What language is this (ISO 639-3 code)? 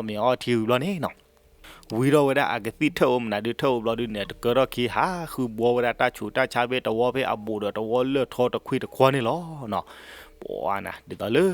ksw